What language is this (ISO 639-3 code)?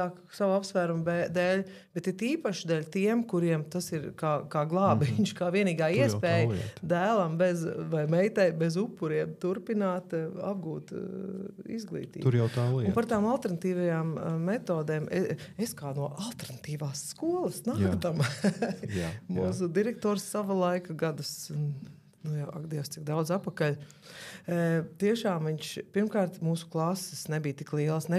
lav